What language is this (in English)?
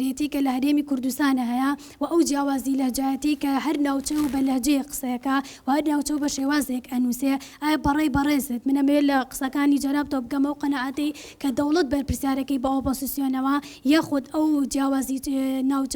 Central Kurdish